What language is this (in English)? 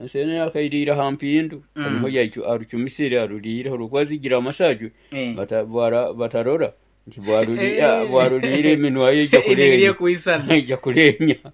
Nyoro